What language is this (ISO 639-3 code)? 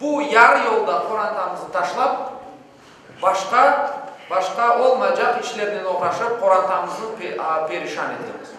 crh